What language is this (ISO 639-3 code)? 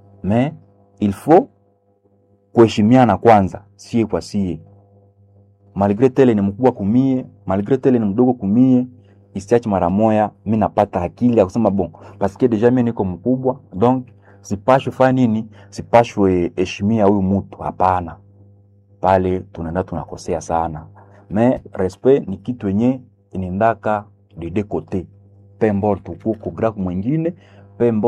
swa